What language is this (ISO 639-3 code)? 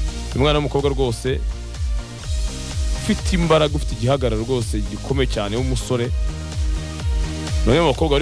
kin